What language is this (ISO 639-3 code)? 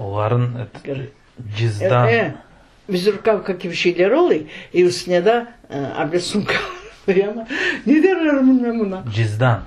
crh